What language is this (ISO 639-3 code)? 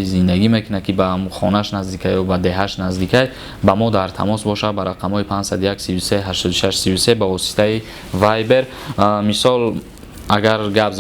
tgk